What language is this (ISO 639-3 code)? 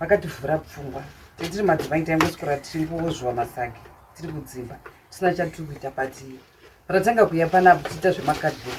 sna